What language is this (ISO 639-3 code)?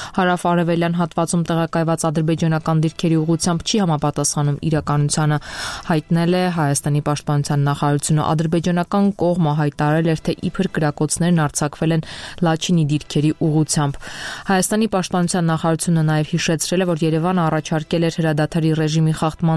hye